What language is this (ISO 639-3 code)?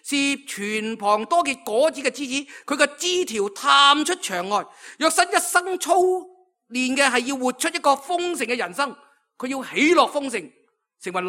yue